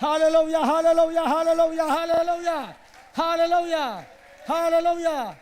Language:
Tedim Chin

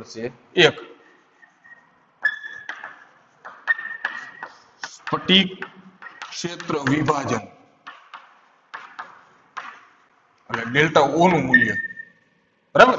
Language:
Gujarati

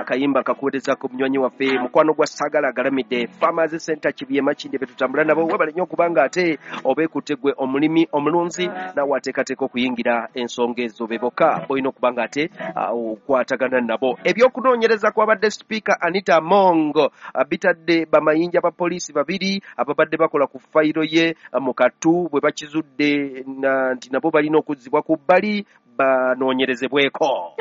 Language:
Ganda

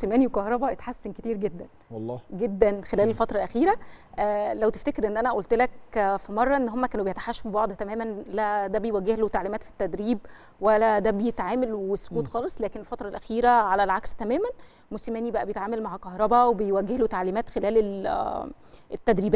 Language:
Egyptian Arabic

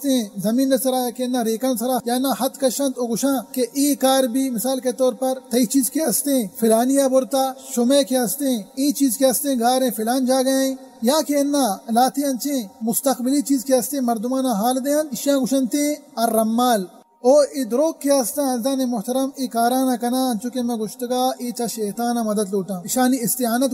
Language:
Baluchi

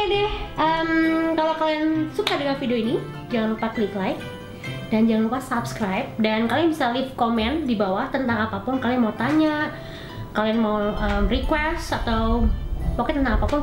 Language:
Indonesian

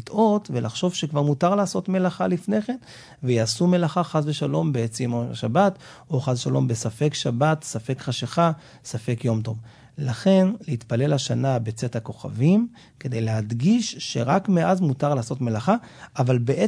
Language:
Hebrew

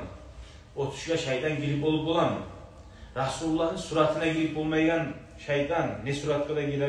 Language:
Kumyk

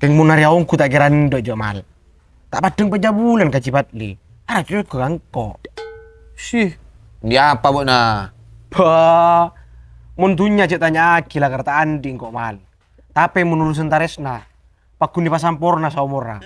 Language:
Madurese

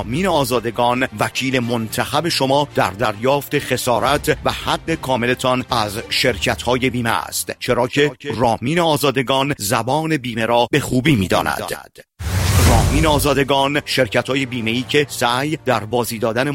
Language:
Persian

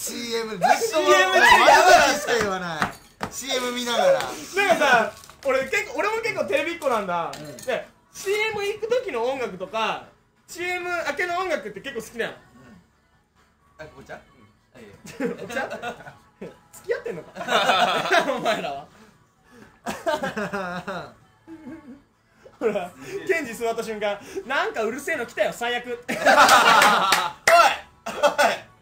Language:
Japanese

